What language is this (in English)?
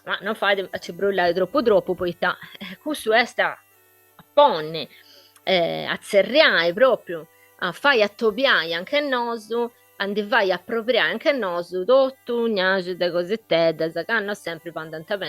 Sardinian